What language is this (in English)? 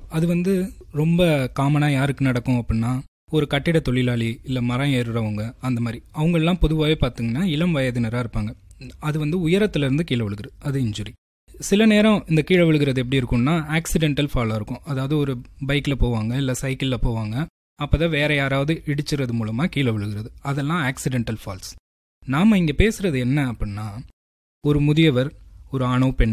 Tamil